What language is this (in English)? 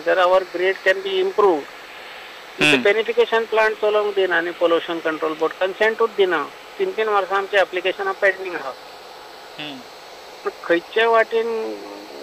Konkani